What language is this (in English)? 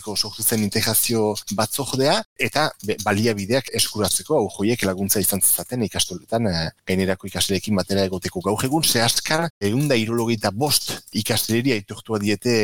Basque